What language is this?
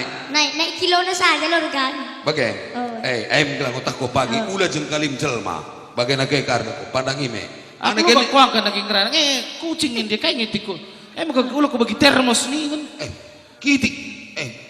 Batak Karo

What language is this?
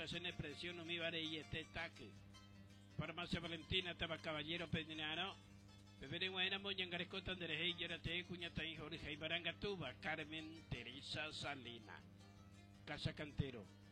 Guarani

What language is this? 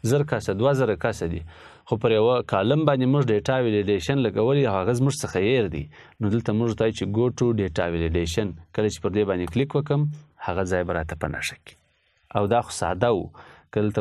Pashto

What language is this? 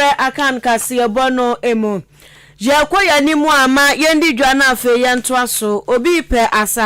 Akan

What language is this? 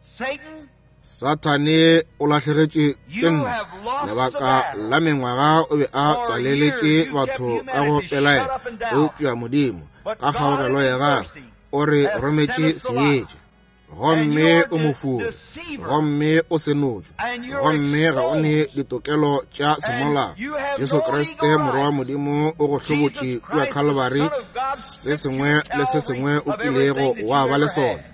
Northern Sotho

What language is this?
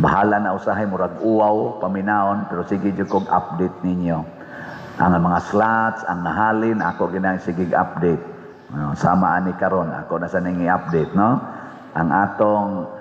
Cebuano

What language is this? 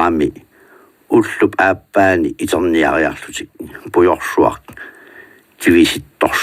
Kalaallisut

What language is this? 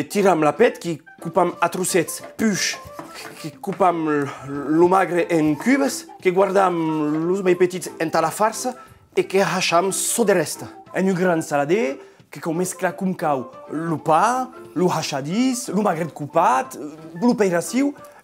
Occitan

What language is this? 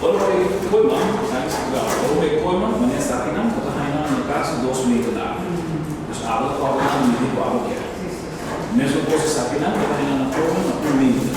Papiamento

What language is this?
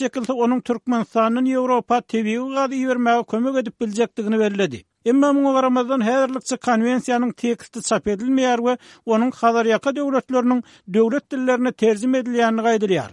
Turkmen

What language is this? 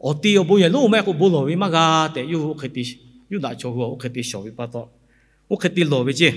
Lahu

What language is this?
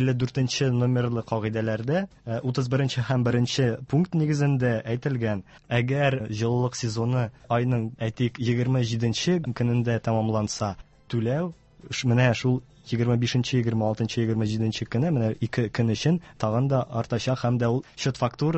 Tatar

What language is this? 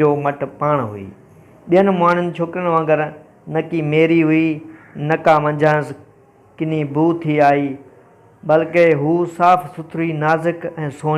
Sindhi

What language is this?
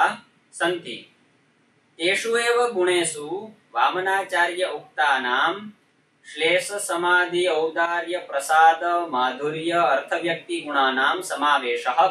Sanskrit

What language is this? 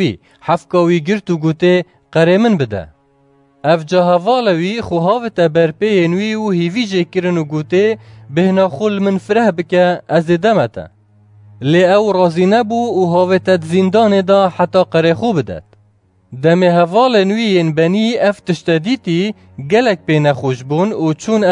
Kurdish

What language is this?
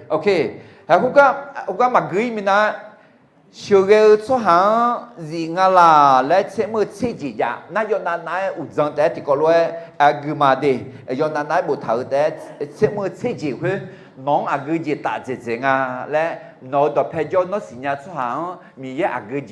Akha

